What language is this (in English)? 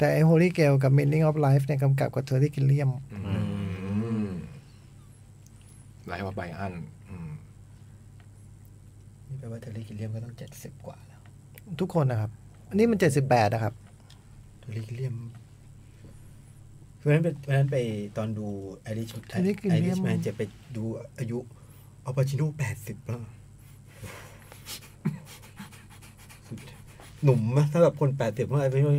Thai